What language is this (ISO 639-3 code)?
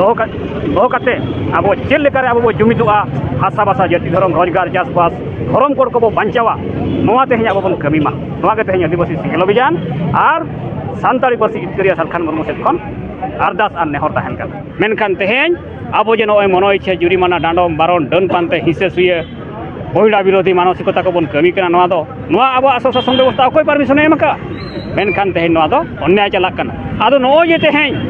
sat